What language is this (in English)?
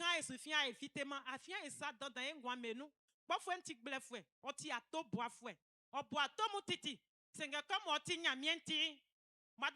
Baoulé